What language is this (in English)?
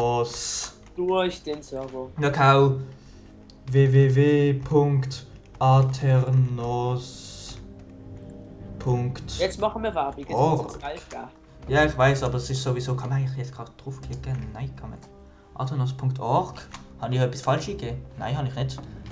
Swiss German